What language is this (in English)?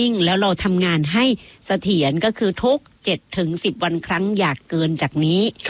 Thai